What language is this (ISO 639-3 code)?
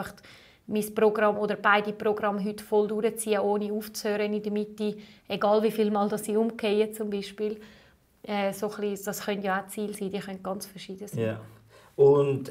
deu